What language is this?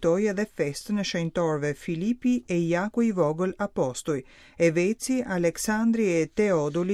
Albanian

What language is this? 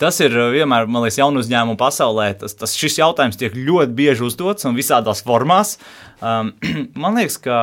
Latvian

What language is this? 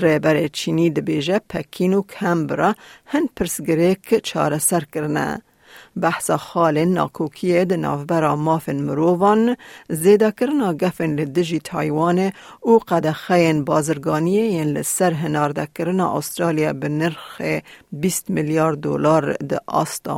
Kurdish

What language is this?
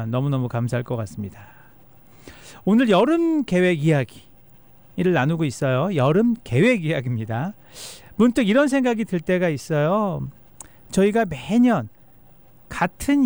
Korean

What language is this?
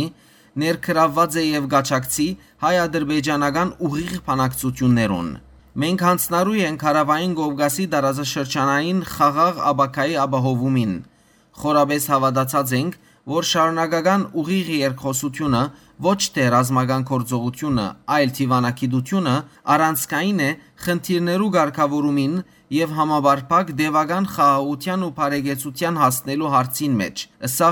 Western Armenian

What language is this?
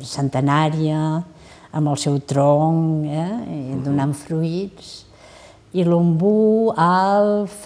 Catalan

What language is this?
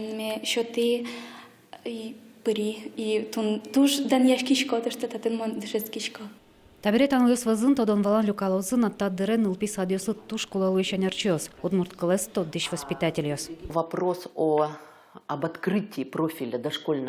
Udmurt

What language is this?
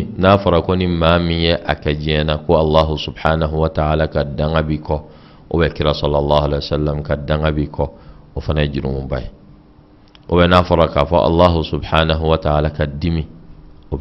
Bambara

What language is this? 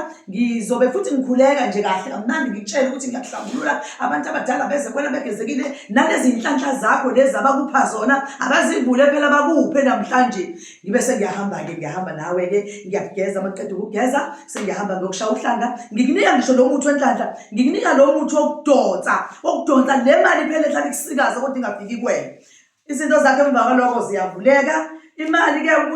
Zulu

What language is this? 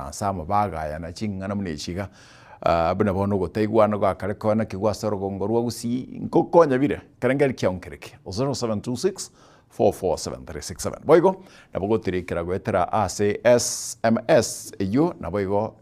Gusii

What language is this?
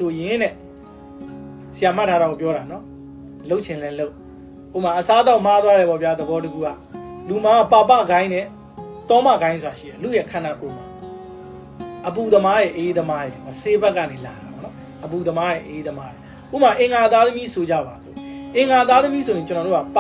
Burmese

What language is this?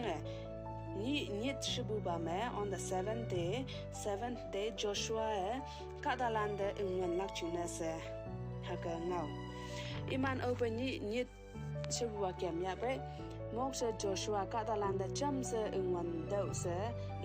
Konyak Naga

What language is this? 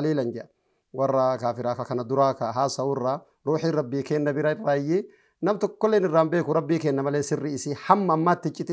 Oromo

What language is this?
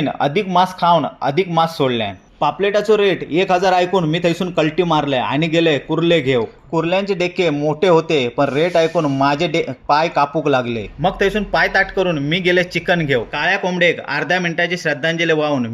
Konkani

